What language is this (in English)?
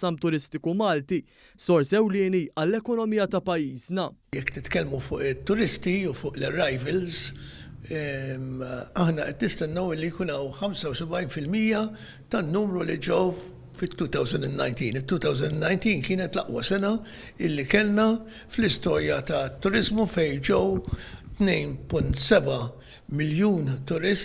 Maltese